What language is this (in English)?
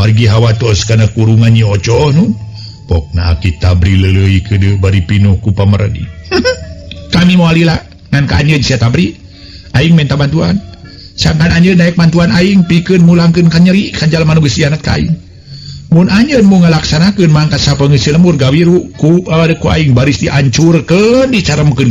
Sundanese